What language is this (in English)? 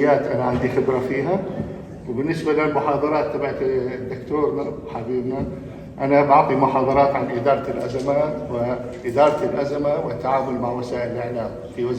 North Levantine Arabic